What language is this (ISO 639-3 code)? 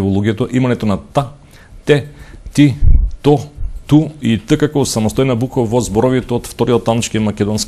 mkd